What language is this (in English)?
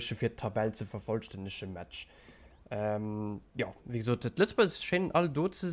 Luxembourgish